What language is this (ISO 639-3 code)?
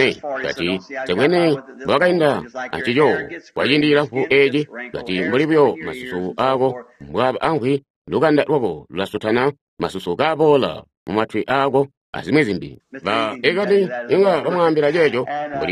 toi